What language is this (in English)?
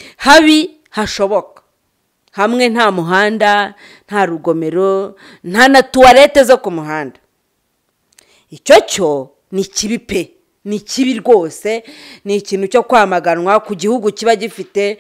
Kinyarwanda